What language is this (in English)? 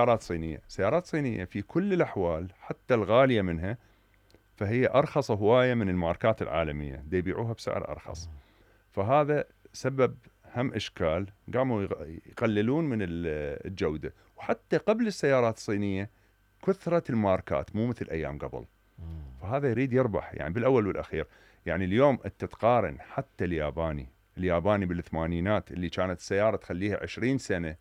Mesopotamian Arabic